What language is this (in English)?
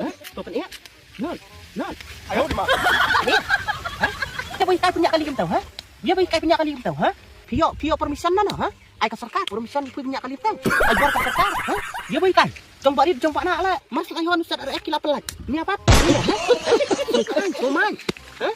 Khasi